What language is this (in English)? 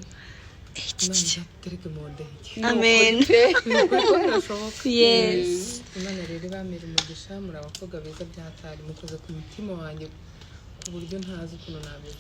Kinyarwanda